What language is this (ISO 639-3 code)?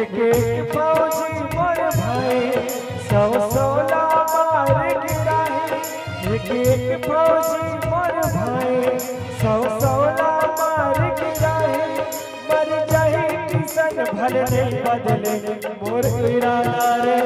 hne